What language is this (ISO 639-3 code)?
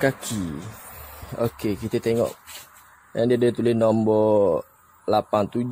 msa